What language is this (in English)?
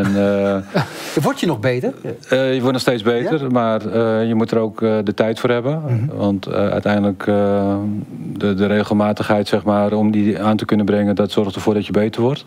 Dutch